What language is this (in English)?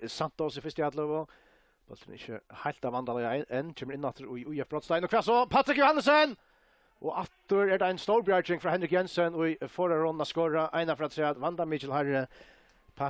Faroese